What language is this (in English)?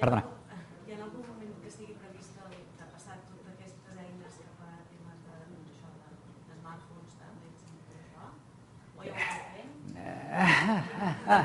Catalan